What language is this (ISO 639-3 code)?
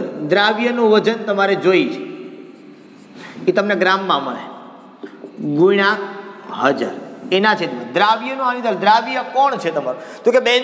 guj